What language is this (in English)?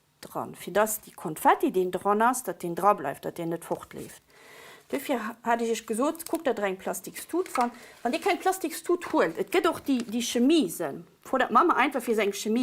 Luxembourgish